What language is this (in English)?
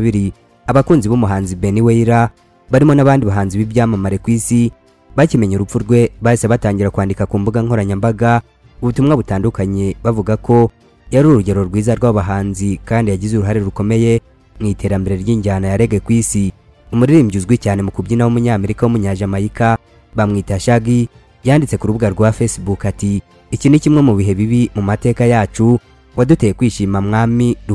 Kinyarwanda